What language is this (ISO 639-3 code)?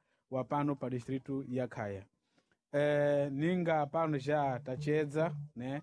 seh